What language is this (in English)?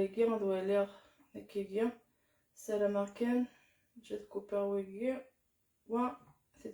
Kabyle